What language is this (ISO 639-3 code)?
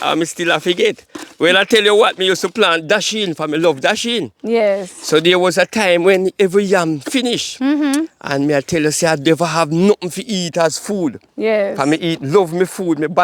jam